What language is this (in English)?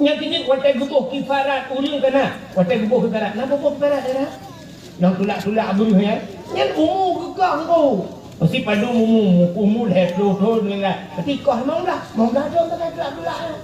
Achinese